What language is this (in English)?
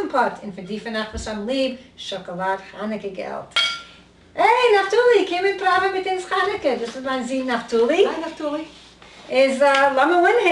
Yiddish